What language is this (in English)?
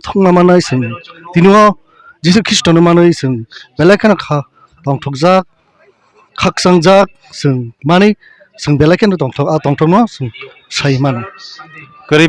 Kok Borok